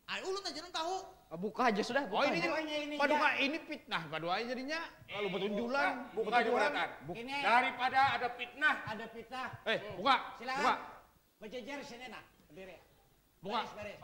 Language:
Banjar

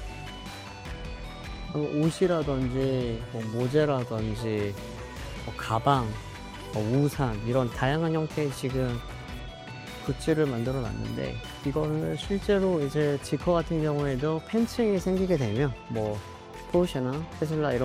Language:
Korean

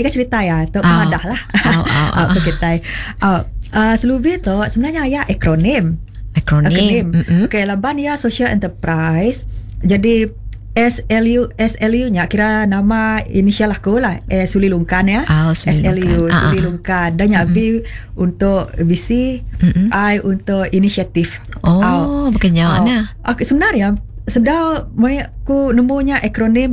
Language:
Iban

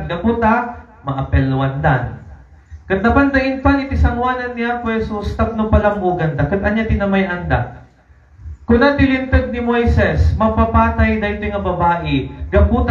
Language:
Iloko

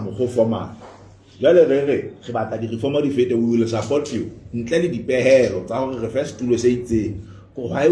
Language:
Southern Sotho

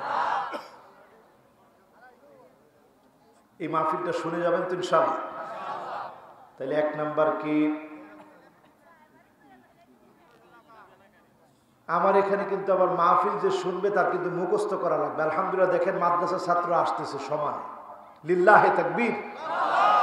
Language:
Bangla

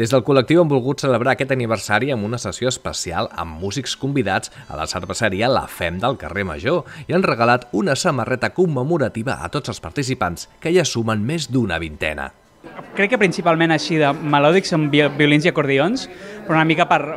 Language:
Catalan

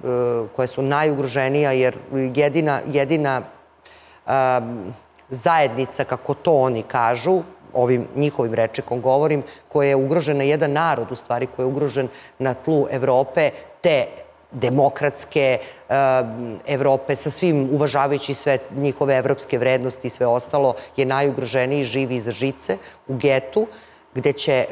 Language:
Serbian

